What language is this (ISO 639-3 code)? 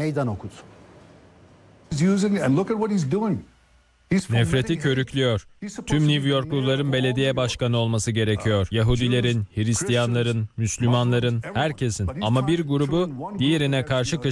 tur